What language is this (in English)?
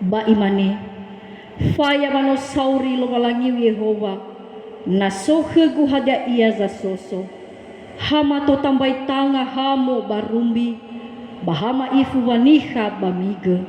Nias